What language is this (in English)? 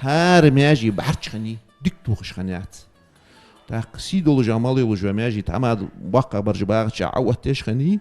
Ingush